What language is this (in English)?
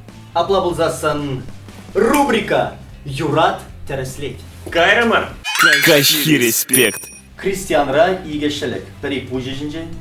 Chuvash